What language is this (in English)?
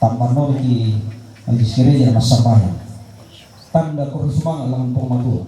Toraja-Sa'dan